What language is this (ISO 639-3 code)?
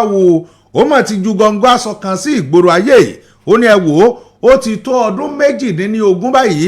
yor